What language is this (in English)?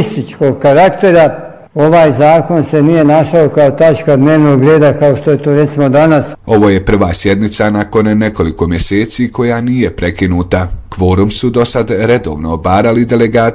Bosnian